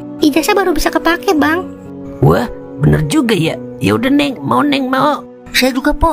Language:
Betawi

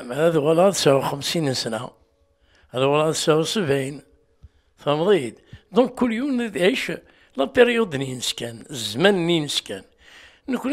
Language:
Kabyle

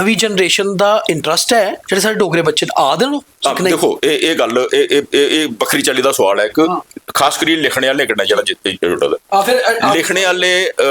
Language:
Dogri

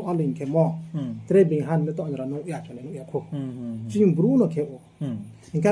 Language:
Riang (India)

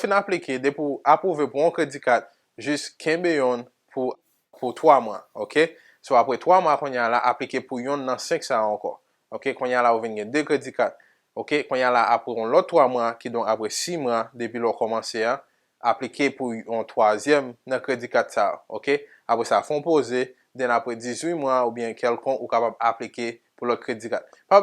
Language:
Haitian Creole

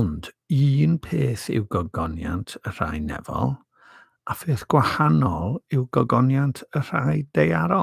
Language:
Welsh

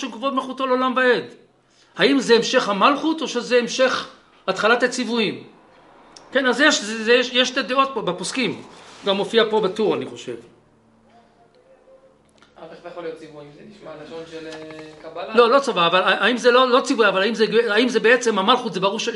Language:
Hebrew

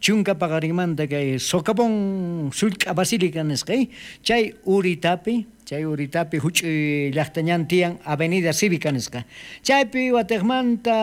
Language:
South Bolivian Quechua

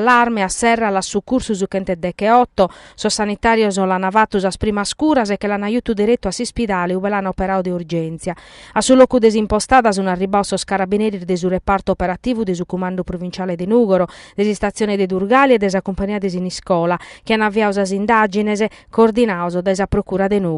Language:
Sardinian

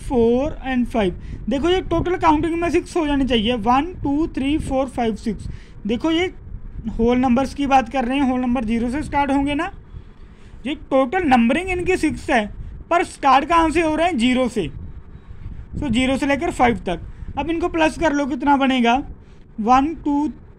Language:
Hindi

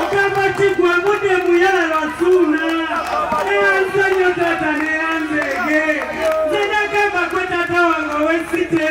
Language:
Ganda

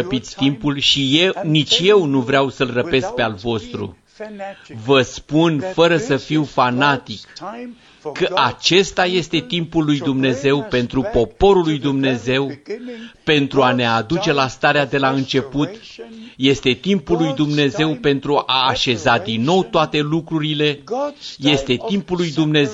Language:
Romanian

